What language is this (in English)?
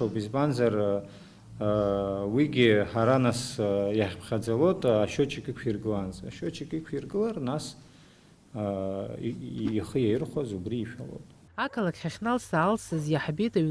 Abkhazian